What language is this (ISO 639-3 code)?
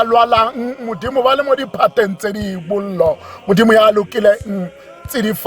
tsn